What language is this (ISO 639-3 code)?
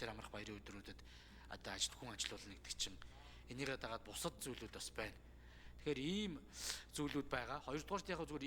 mon